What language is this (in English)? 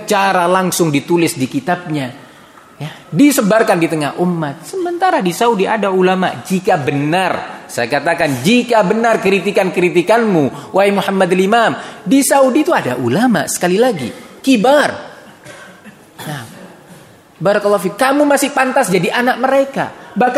Indonesian